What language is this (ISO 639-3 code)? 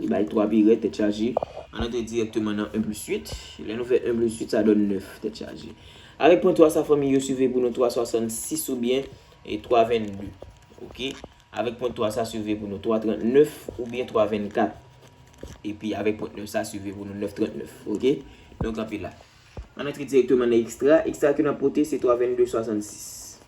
hat